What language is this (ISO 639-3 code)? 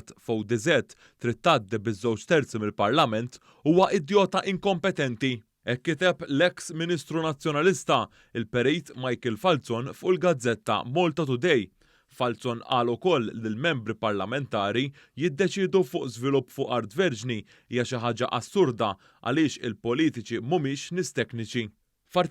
mlt